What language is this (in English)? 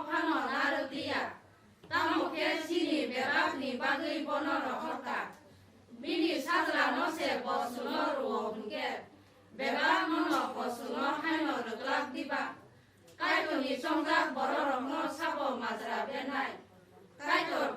Kok Borok